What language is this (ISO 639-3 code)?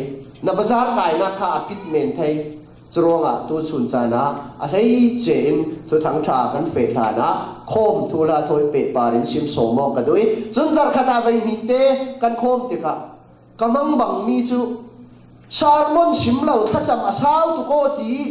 cfm